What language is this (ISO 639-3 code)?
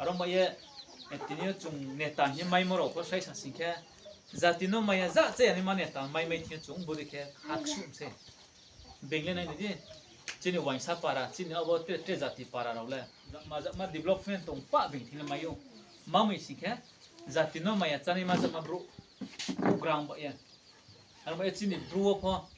ria